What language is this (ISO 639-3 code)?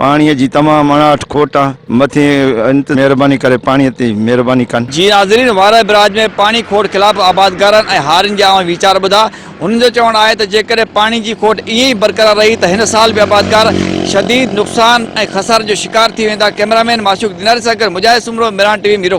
snd